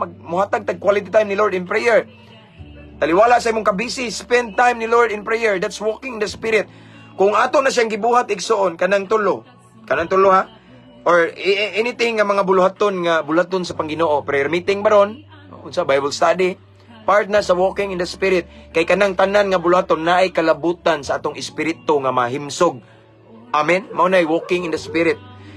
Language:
Cebuano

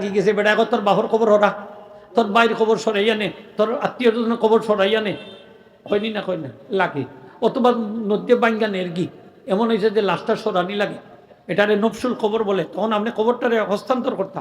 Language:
Sylheti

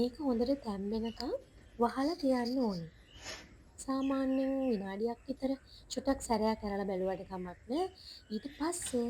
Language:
Sinhala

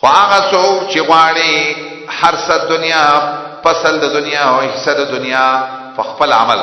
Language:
Pashto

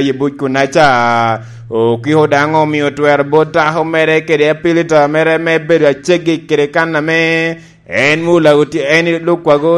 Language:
Lango (Uganda)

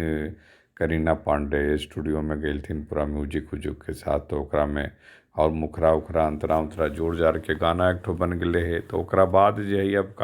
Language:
Magahi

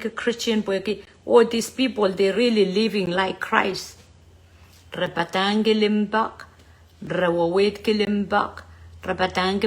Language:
Pohnpeian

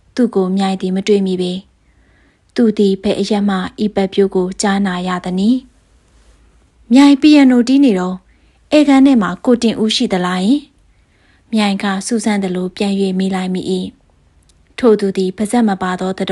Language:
Burmese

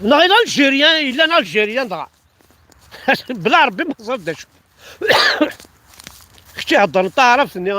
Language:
Kabyle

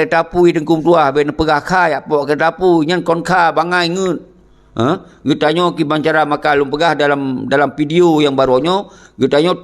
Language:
Achinese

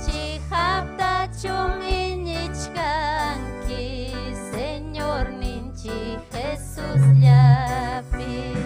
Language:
Ayacucho Quechua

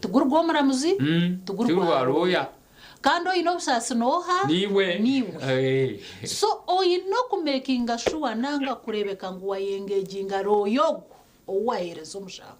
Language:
Nyankole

